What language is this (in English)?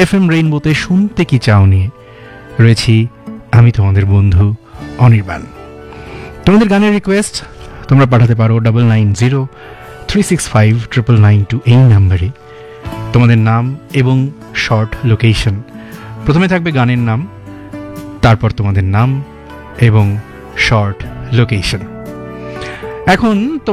Bangla